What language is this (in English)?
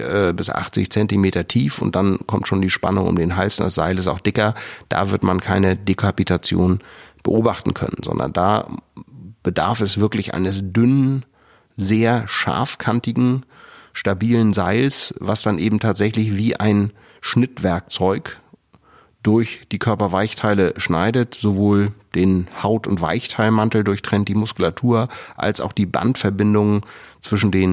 German